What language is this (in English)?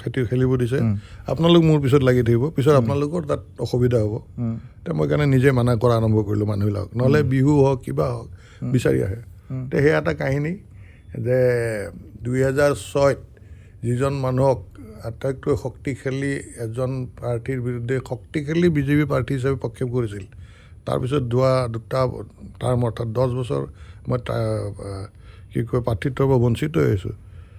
Assamese